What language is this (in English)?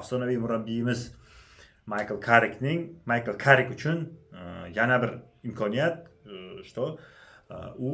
Uzbek